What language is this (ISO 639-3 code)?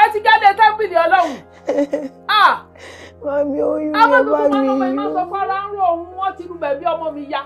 yor